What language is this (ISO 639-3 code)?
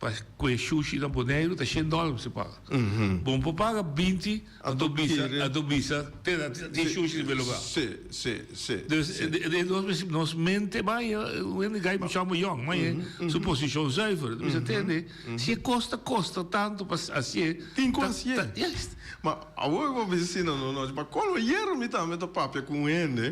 pap